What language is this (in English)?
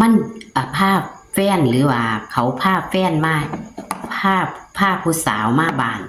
Northeastern Thai